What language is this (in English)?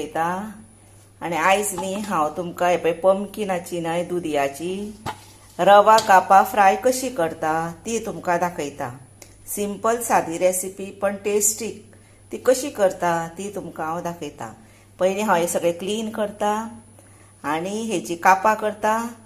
Konkani